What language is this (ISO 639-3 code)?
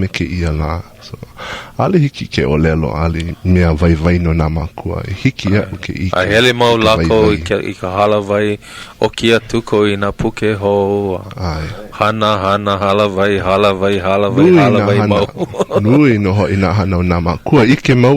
haw